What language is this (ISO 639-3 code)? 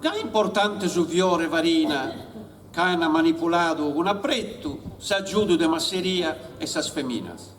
srd